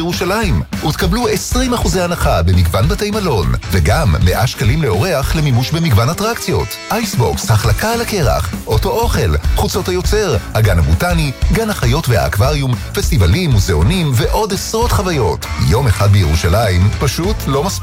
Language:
Hebrew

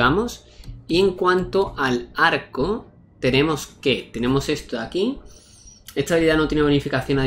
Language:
Spanish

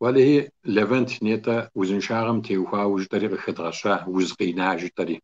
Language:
Kabardian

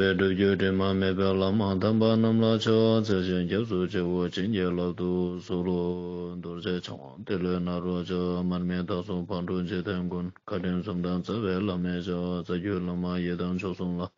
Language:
Ladakhi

